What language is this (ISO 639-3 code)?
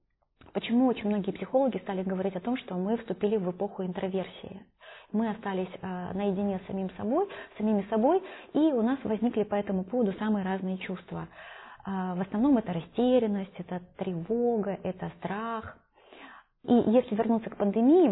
rus